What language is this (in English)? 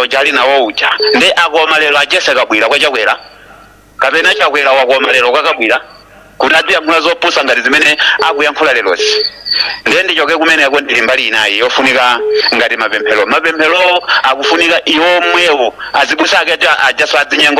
Nyanja